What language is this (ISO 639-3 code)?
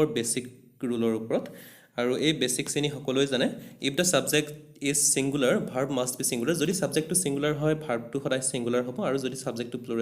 asm